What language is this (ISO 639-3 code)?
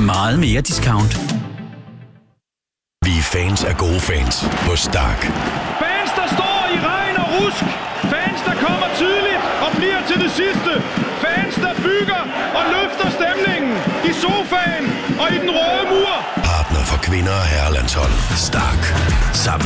dan